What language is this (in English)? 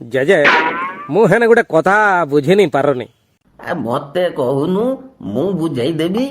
Odia